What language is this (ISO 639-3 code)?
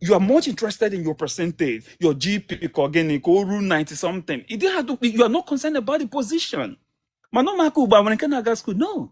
ibo